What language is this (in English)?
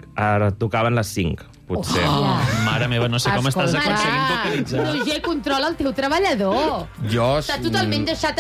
Catalan